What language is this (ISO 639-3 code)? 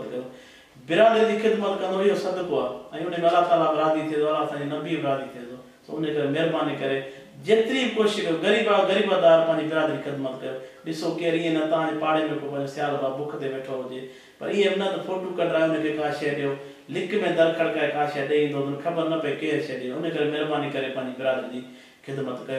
snd